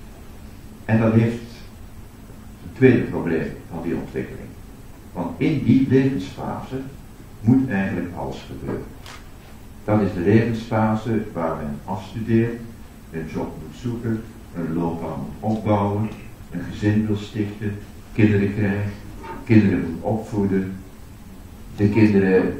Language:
Dutch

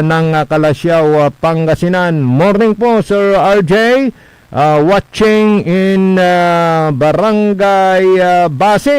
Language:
Pangasinan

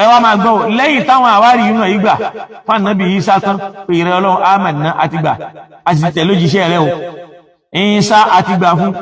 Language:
Yoruba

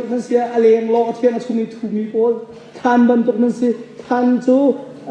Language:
Hakha Chin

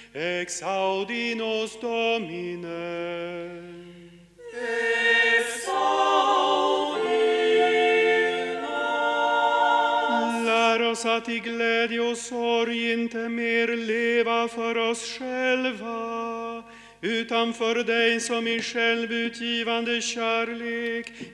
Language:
Swedish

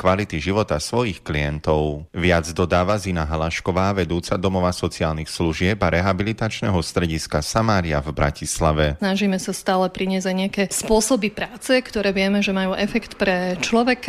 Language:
Slovak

